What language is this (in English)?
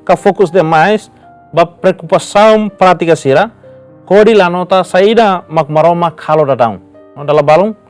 Tetum